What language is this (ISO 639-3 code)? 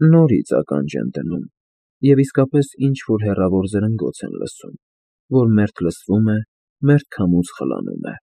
hye